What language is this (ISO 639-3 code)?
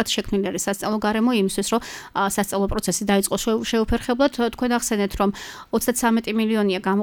kat